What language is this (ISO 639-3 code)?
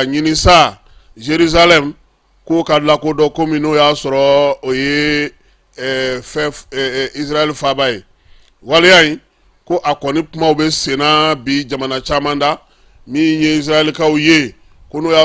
bam